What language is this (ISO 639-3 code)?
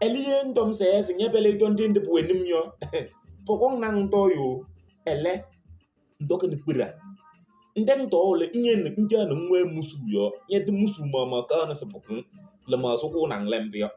kbp